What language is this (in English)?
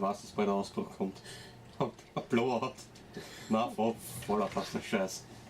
Bavarian